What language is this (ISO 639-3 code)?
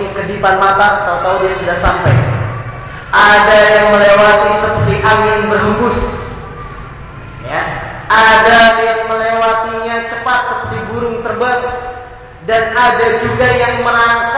ind